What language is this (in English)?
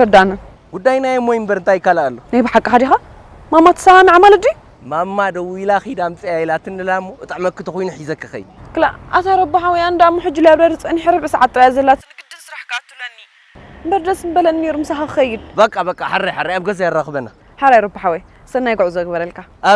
Tigrinya